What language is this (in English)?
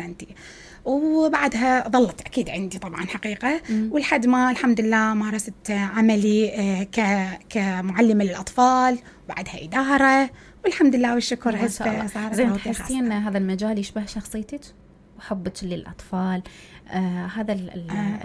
Mesopotamian Arabic